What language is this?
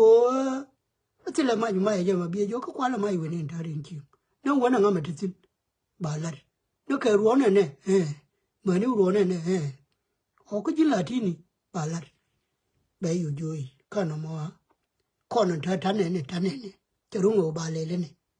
Nuer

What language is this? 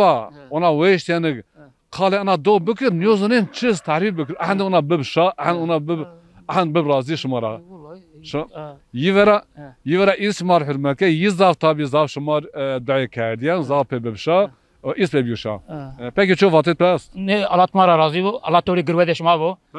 Zaza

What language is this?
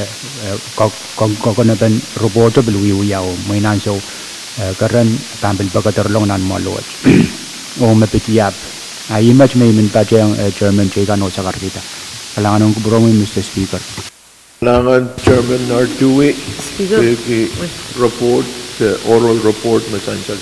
Pohnpeian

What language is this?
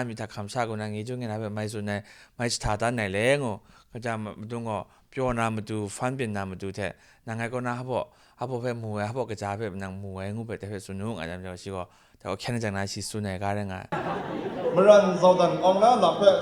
Kachin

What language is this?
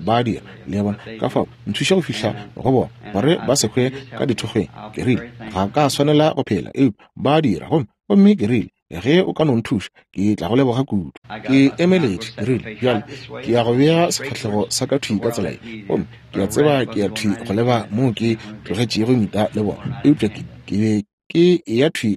Northern Sotho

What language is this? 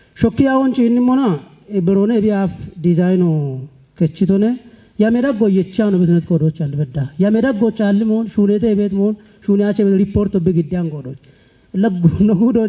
Kafa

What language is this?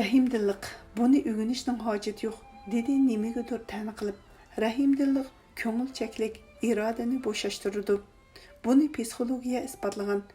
Uyghur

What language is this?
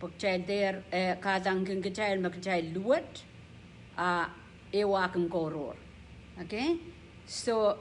Pohnpeian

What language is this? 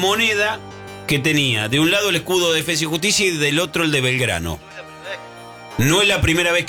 Spanish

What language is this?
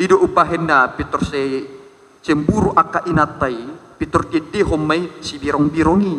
Batak Toba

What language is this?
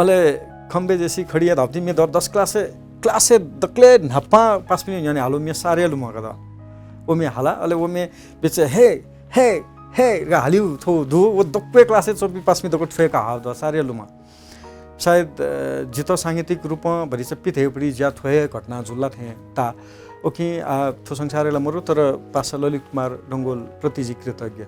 Newari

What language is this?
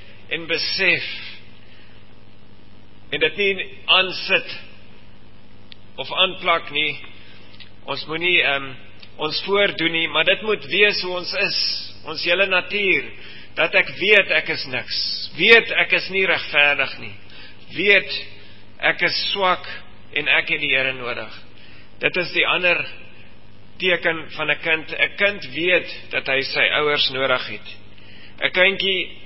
Afrikaans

